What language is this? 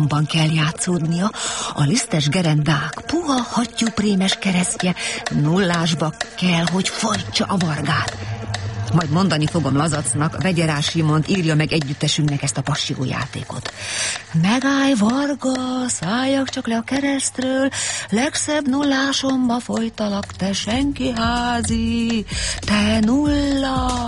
Hungarian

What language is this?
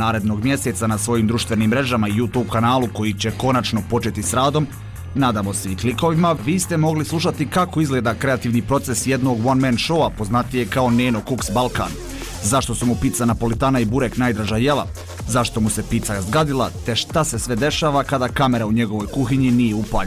Bosnian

